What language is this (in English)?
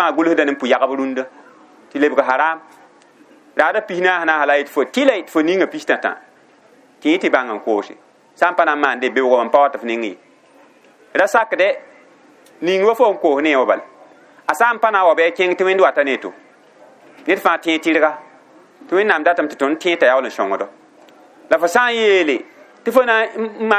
Mossi